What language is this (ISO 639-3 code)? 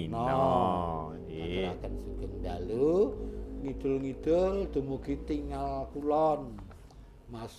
jav